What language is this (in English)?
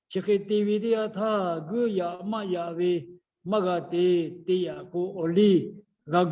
Lahu